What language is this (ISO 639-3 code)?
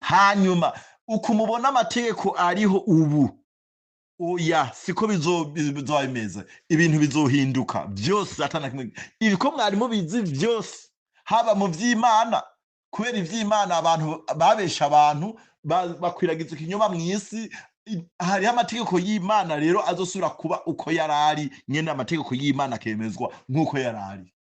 run